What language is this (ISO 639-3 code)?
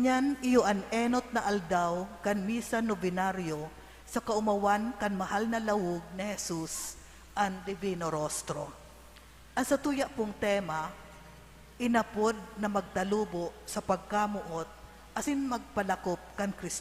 bik